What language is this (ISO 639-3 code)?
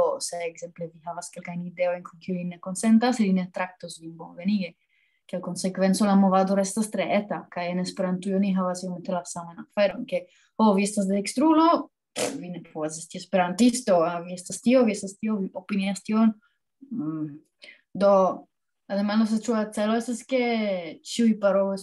epo